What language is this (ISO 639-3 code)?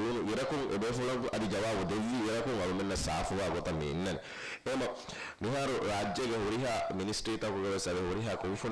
div